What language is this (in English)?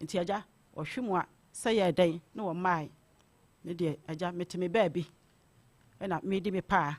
Akan